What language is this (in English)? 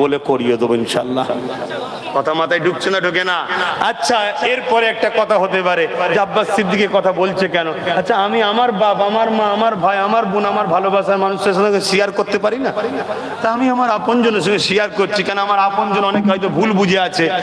Bangla